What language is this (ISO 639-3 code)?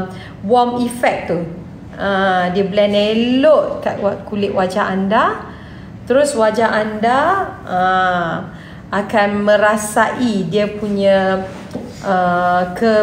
msa